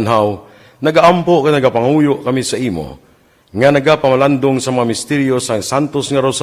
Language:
Hiligaynon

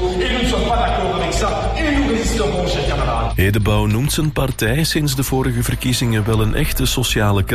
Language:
Dutch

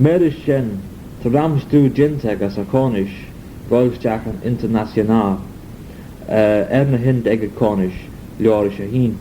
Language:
Manx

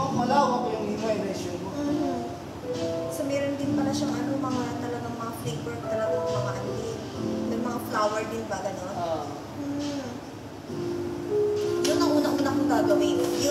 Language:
Filipino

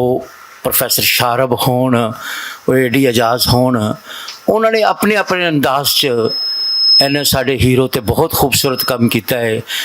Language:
Western Panjabi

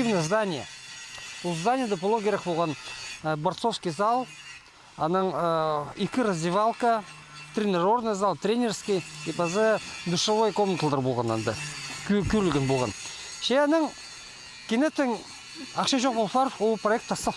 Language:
Khakas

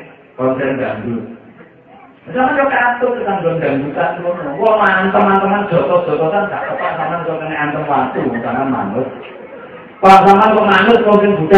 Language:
Javanese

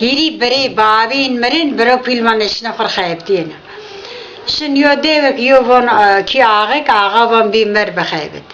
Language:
Zaza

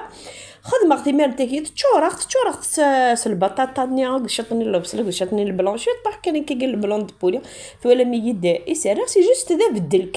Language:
Kabyle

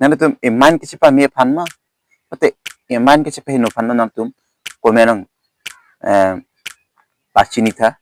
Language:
Karbi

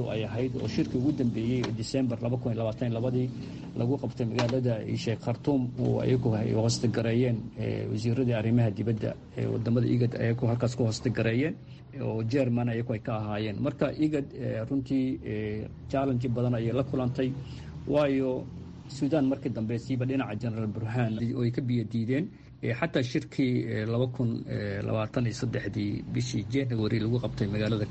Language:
Somali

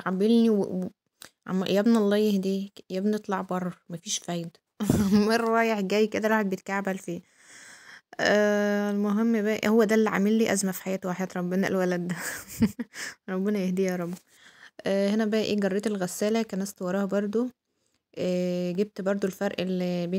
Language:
Egyptian Arabic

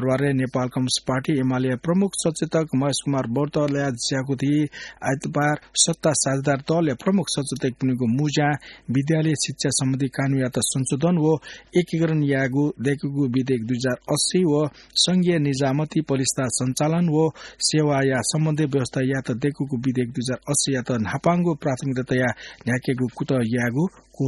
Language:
Newari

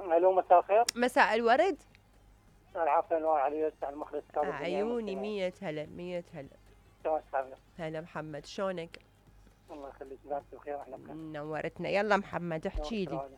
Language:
Mesopotamian Arabic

